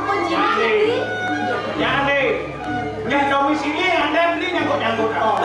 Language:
Balinese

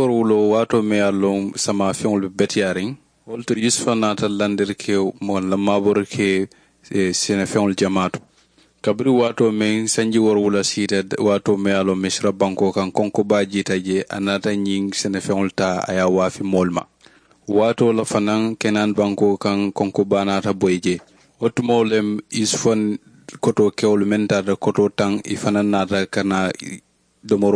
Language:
Mandingo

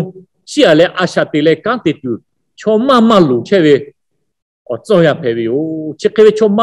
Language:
Lahu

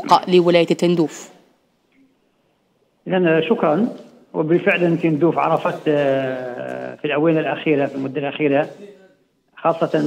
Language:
Arabic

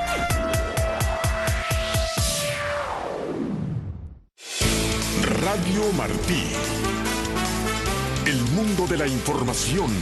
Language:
Spanish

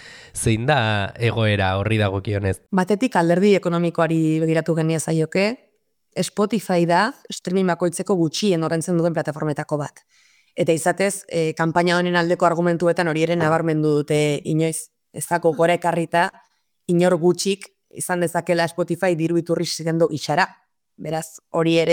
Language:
Basque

